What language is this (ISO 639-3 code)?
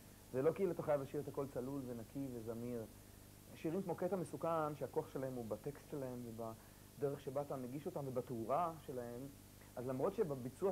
heb